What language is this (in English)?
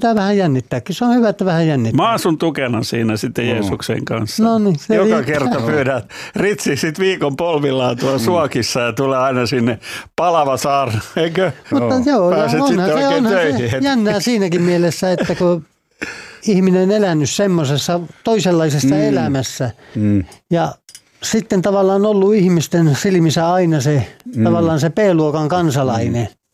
Finnish